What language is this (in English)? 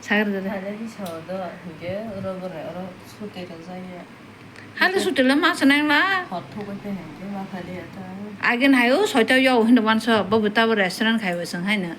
Kok Borok